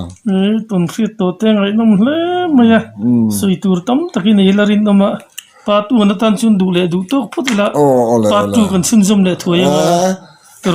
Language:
Mizo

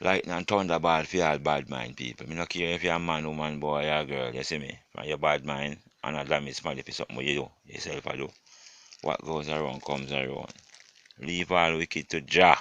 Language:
Jamaican Creole English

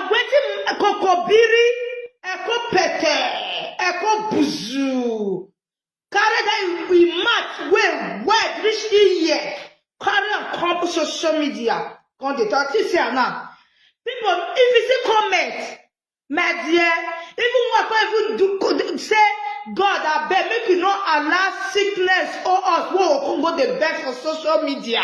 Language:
Nigerian Pidgin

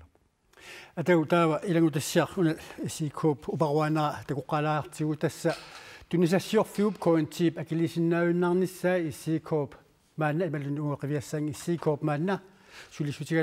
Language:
Kalaallisut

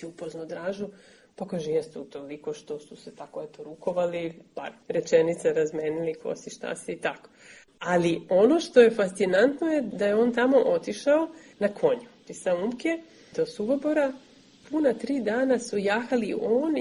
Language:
Serbian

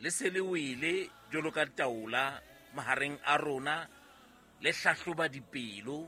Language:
Southern Sotho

